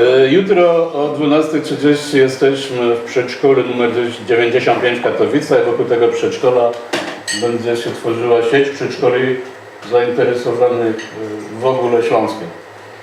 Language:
Silesian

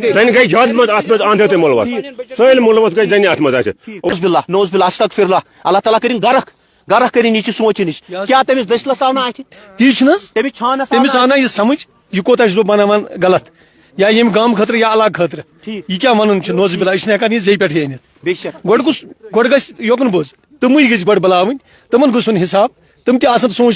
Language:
Kashmiri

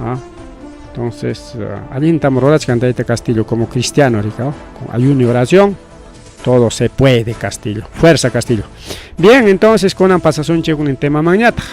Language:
Ayacucho Quechua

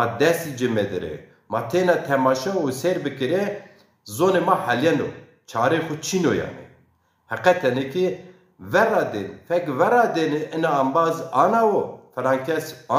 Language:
Zaza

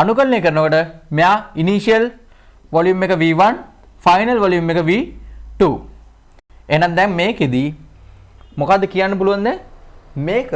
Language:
Sinhala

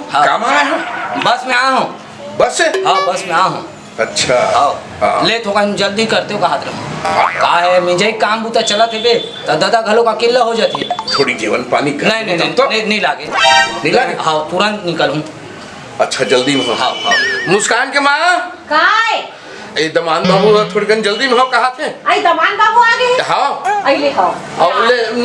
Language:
Chhattisgarhi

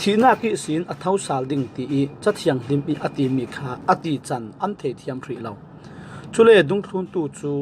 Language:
Falam Chin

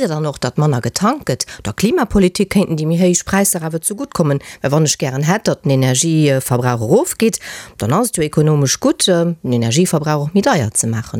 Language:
Luxembourgish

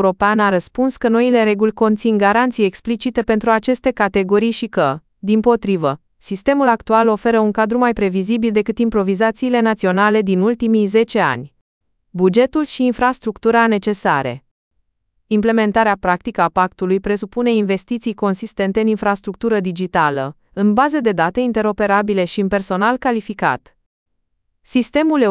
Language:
Romanian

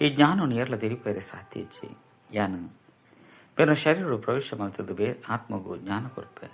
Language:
Tulu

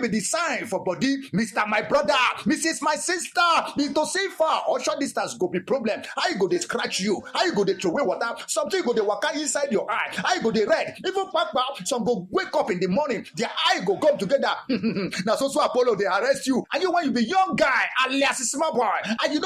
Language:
Nigerian Pidgin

